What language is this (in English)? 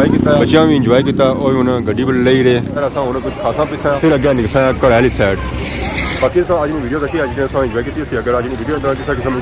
Pahari-Potwari